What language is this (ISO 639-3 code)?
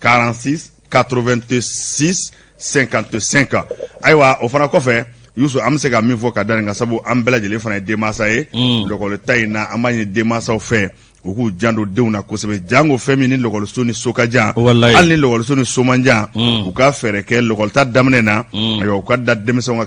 bam